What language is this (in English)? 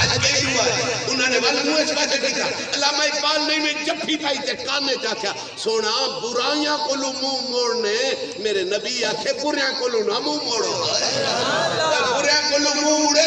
Saraiki